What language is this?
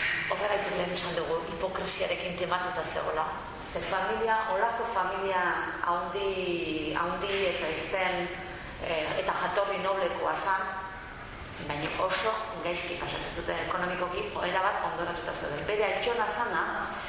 Basque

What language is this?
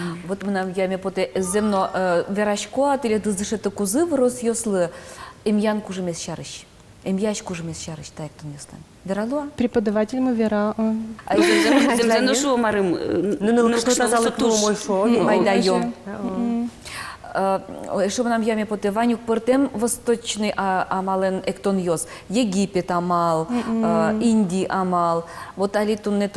Udmurt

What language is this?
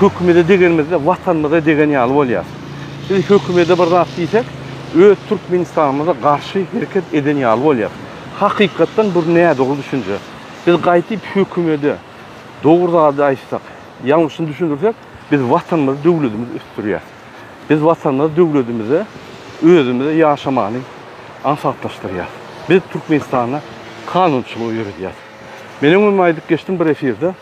Turkmen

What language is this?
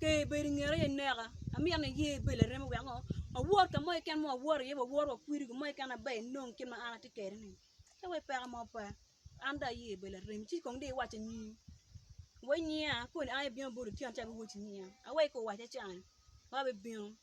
Acoli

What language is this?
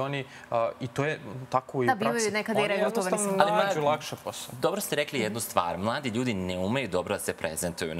Serbian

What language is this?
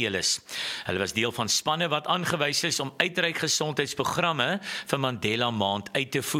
Afrikaans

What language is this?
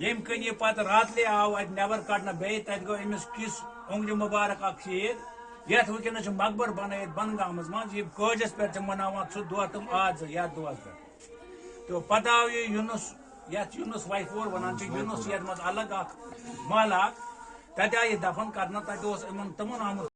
Kashmiri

